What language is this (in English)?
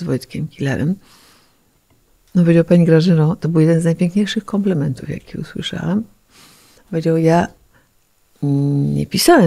Polish